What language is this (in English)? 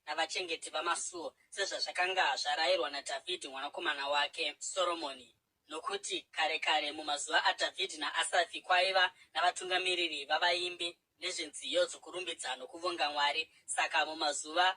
Shona